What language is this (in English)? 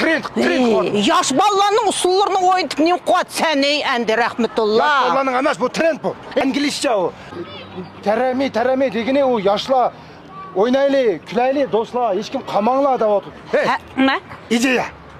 Uyghur